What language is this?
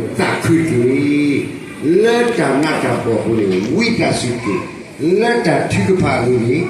S'gaw Karen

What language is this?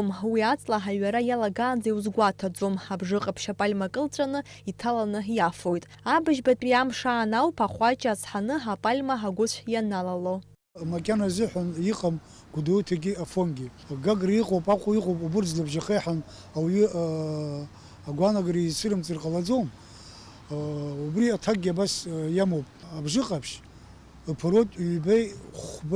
Abkhazian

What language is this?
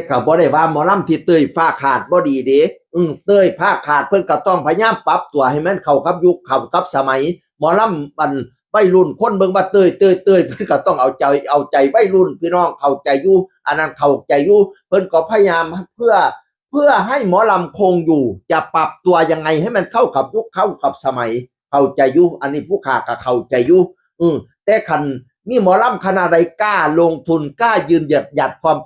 Northeastern Thai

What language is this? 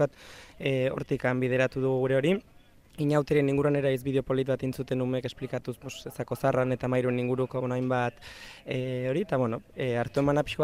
Basque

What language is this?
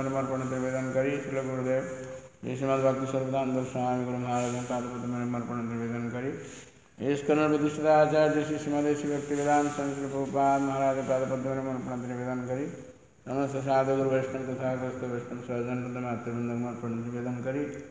Odia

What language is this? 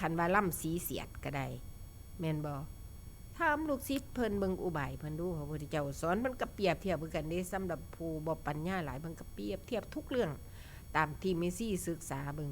Northeastern Thai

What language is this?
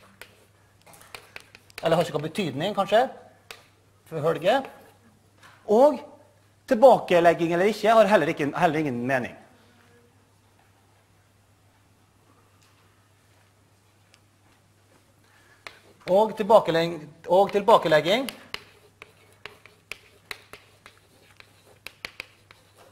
Norwegian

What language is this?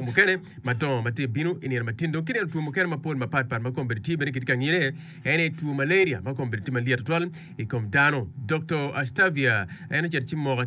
Acoli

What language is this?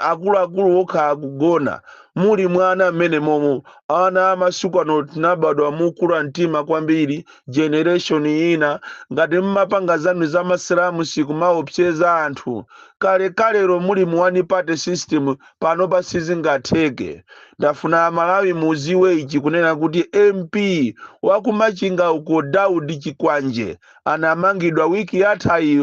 Nyanja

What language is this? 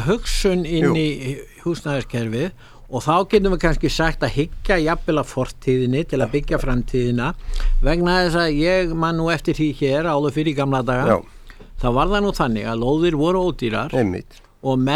Icelandic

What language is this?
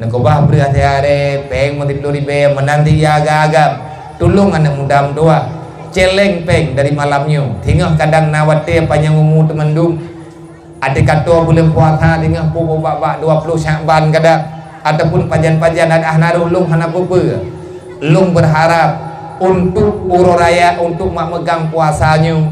Achinese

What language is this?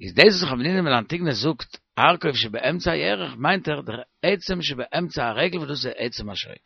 Yiddish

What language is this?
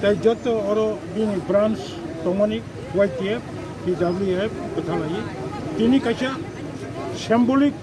Kok Borok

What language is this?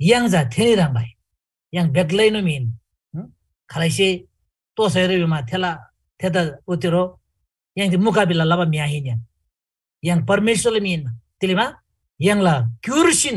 Eastern Tamang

